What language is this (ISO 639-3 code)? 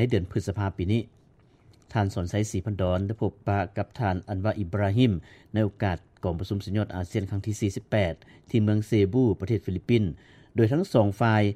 lao